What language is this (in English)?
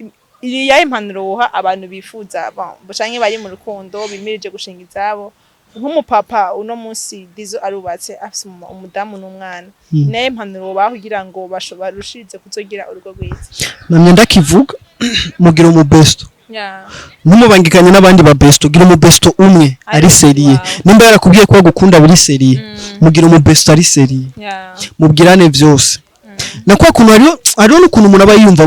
Rundi